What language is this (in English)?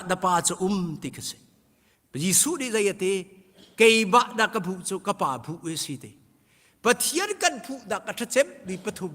Hakha Chin